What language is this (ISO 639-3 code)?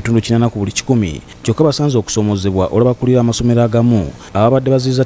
lug